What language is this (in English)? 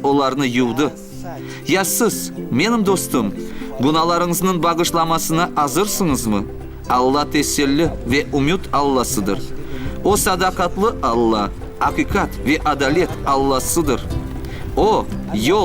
Crimean Tatar